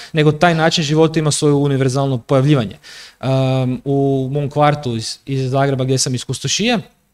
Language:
Croatian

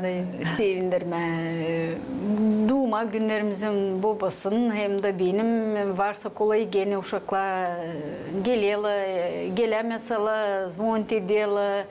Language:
Gagauz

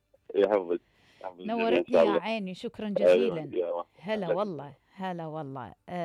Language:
Mesopotamian Arabic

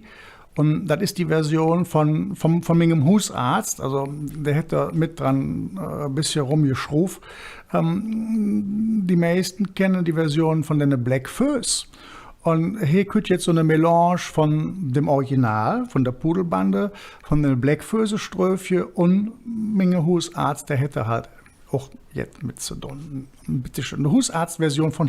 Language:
Colognian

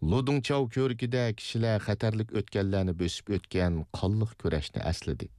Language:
Uyghur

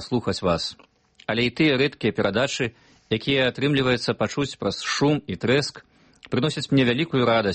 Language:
Belarusian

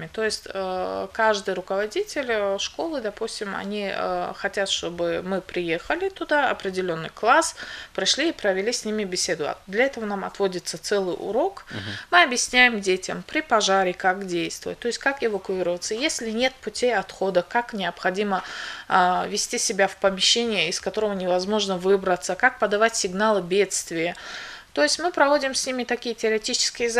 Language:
Russian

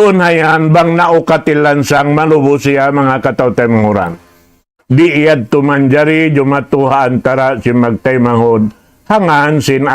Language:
Tausug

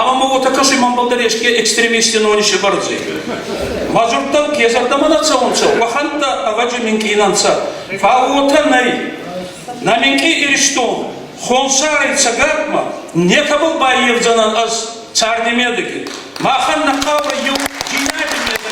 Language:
Ossetic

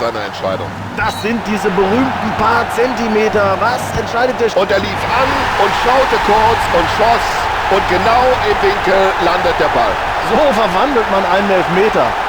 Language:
Bavarian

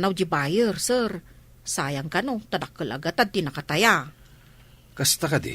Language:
Iloko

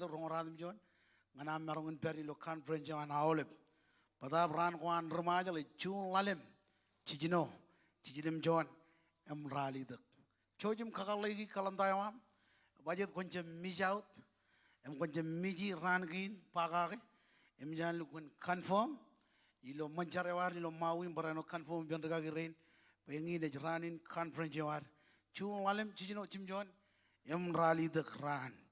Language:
Marshallese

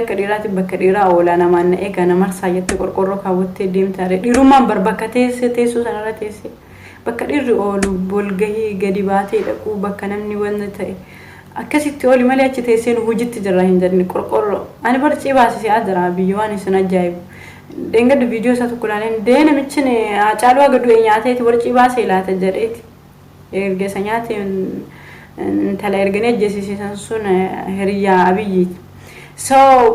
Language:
Oromo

